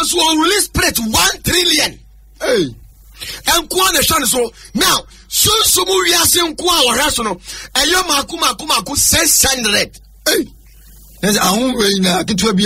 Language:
Akan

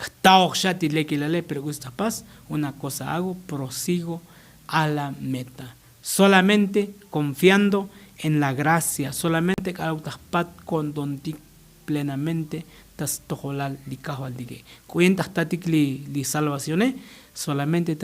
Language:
Tzotzil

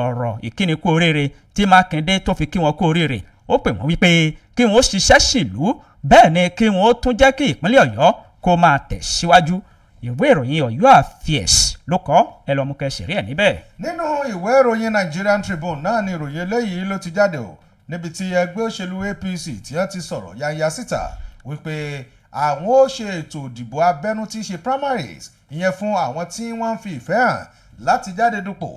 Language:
Yoruba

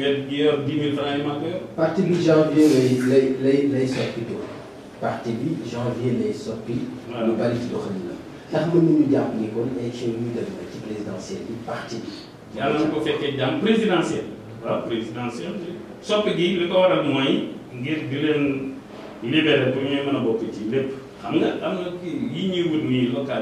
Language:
Wolof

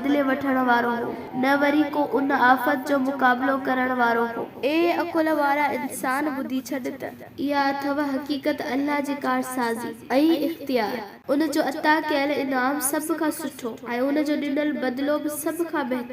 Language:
Sindhi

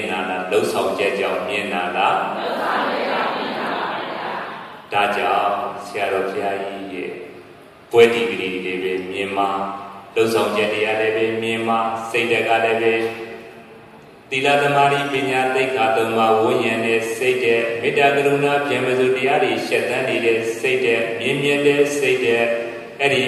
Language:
Burmese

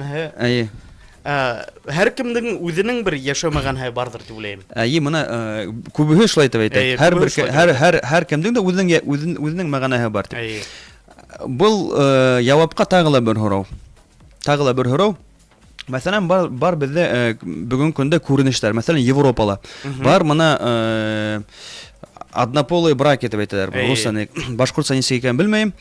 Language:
Bashkir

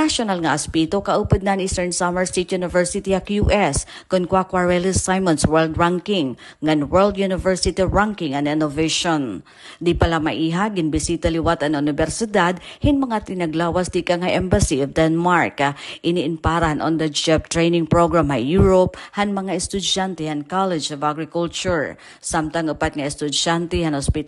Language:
Waray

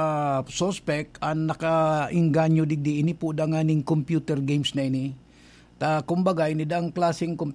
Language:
Bikol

